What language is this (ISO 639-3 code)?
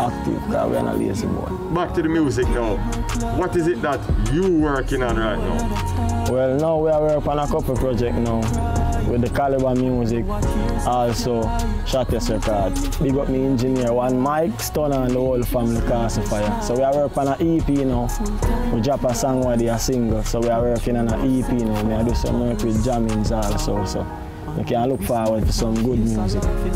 jam